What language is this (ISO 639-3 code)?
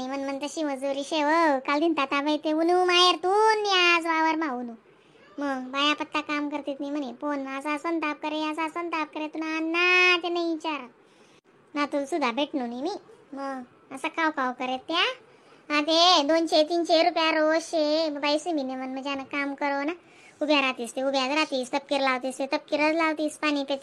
khn